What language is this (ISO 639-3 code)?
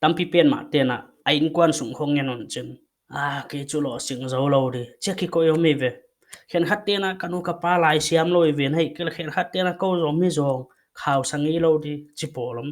pck